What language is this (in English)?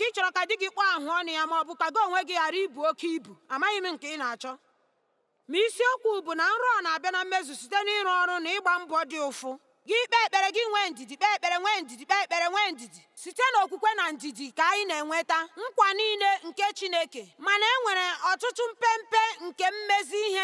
Igbo